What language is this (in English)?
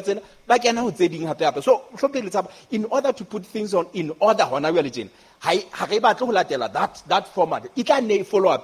Southern Sotho